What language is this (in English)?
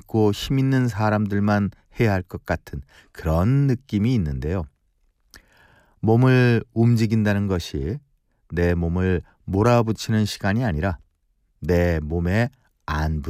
Korean